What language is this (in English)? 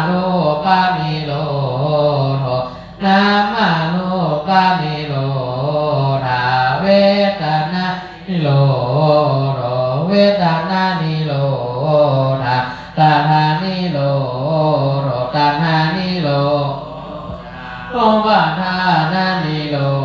Pali